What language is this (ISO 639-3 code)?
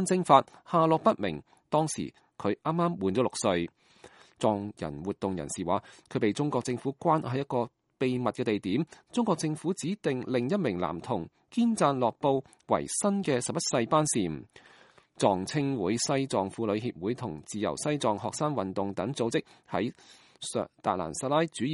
yue